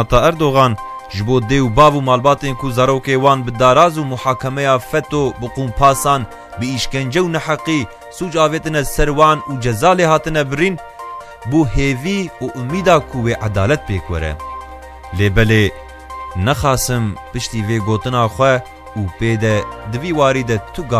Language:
Kurdish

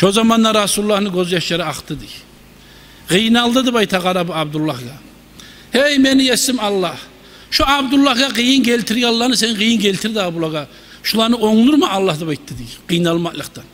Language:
Kumyk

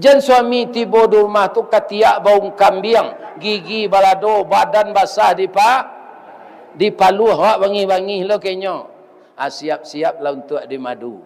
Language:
Minangkabau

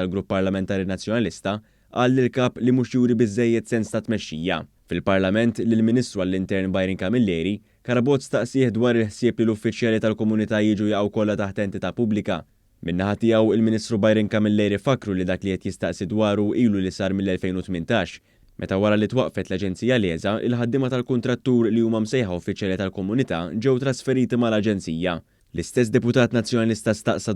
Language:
Maltese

